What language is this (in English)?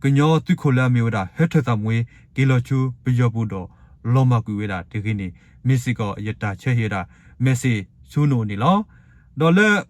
S'gaw Karen